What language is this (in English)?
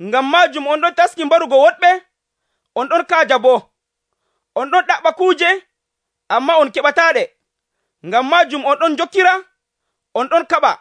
Nigerian Fulfulde